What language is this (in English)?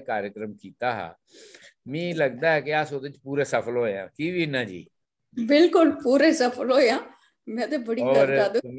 Dogri